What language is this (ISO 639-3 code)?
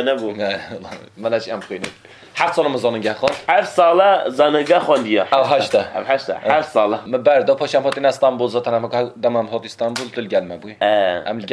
kur